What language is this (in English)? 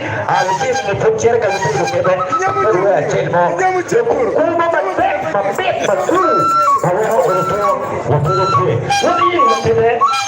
Acoli